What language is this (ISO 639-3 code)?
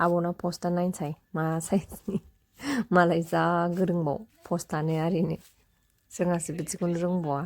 brx